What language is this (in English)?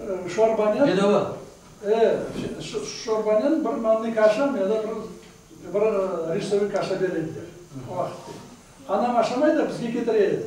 Crimean Tatar